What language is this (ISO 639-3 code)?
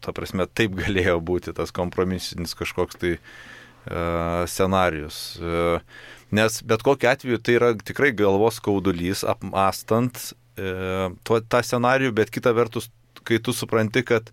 lit